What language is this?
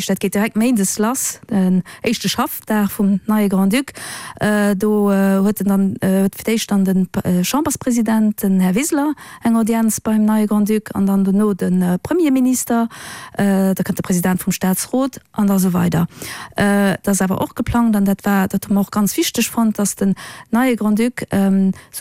Luxembourgish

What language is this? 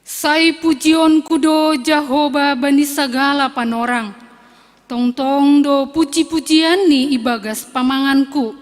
Batak Simalungun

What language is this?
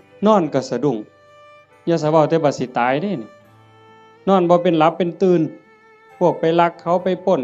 Northeastern Thai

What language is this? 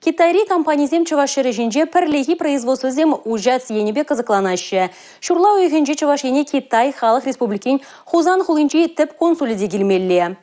Chuvash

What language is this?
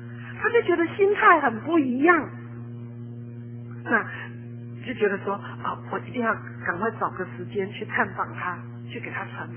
Chinese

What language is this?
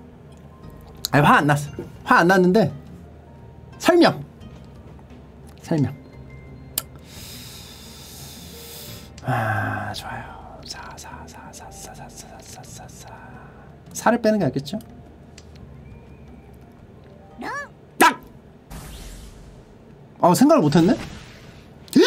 Korean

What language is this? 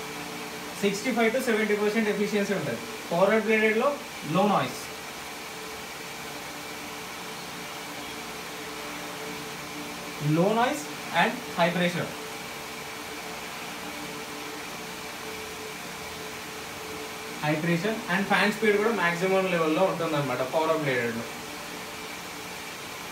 Telugu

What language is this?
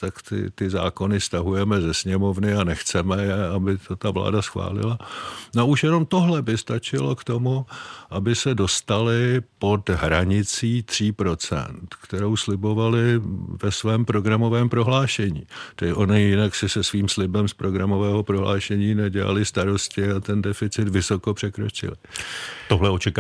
Czech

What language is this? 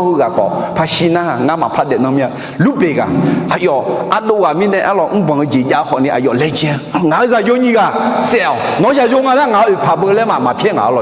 Akha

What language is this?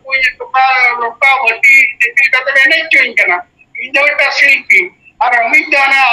Santali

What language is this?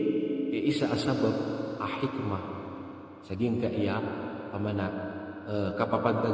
Maranao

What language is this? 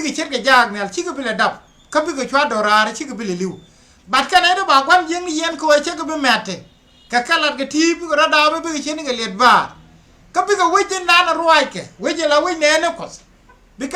Nuer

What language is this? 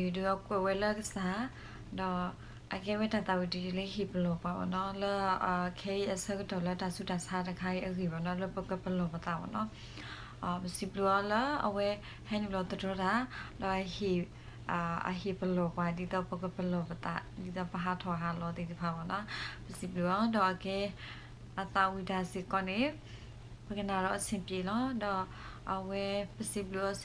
S'gaw Karen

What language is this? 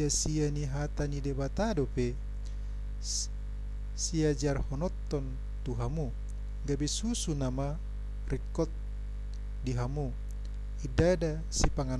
Batak Toba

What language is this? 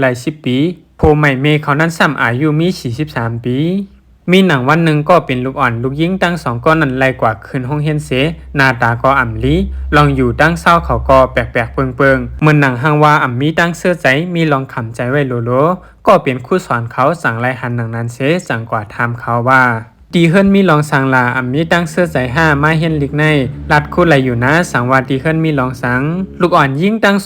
Shan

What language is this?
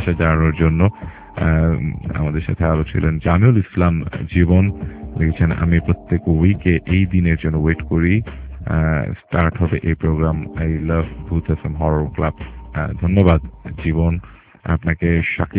Bangla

